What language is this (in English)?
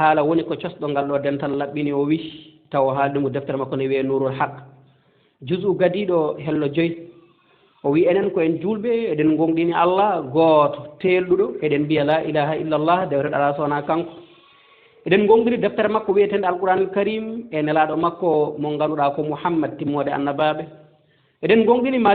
Fula